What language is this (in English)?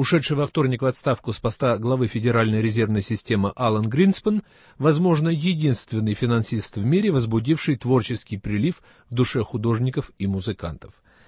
Russian